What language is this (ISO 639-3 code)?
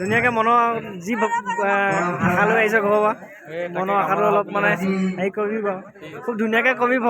asm